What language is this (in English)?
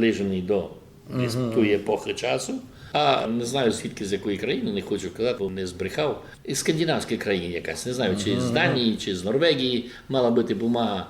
Rusyn